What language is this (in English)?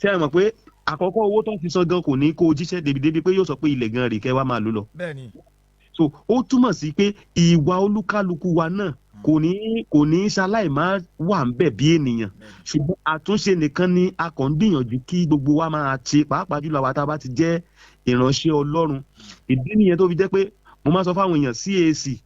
Yoruba